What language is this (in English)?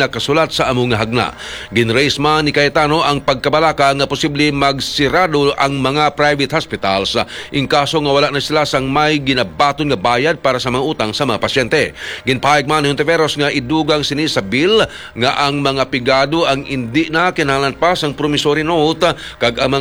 Hiligaynon